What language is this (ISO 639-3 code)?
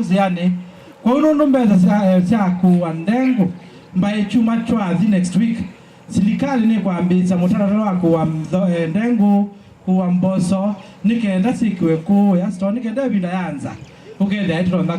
kam